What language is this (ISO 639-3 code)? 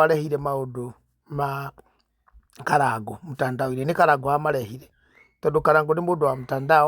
kik